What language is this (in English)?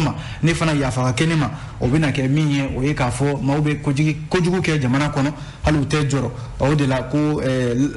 Bambara